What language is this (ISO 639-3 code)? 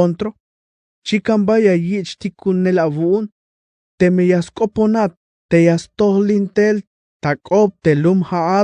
tzh